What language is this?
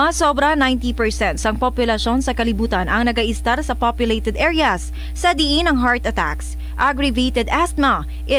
Hiligaynon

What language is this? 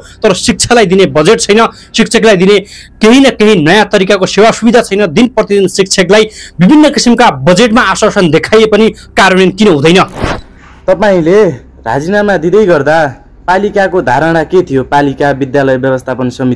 Nepali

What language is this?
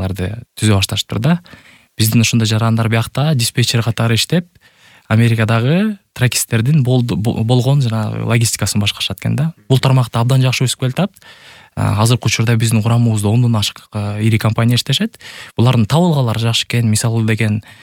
Kyrgyz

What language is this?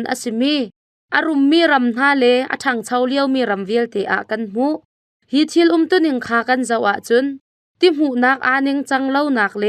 Hakha Chin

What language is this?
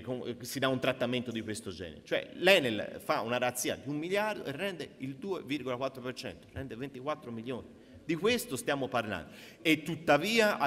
Italian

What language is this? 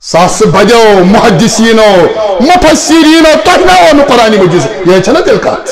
Kashmiri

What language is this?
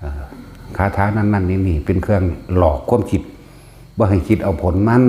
Northeastern Thai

